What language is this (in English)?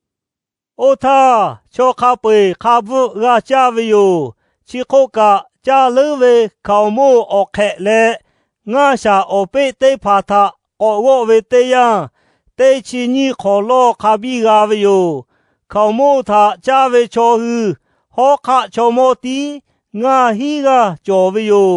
Lahu